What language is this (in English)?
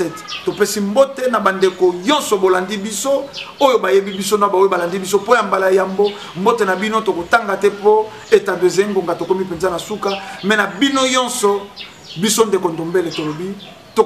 Lingala